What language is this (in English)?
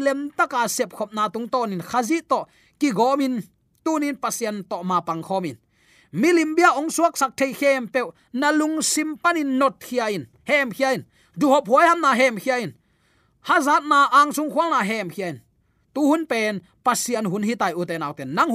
Tedim Chin